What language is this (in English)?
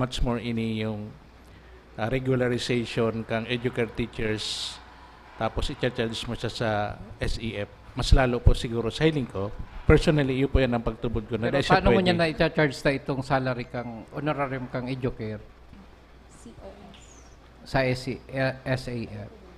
Bikol